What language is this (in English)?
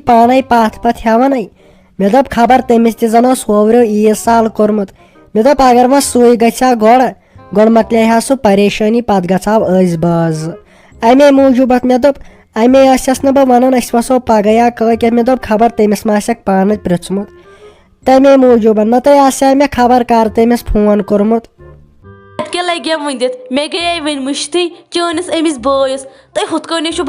Kashmiri